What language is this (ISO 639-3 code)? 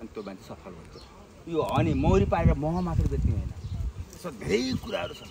nep